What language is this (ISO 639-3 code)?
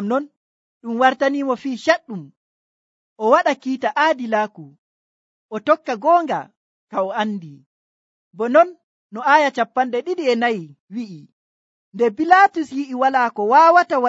fuv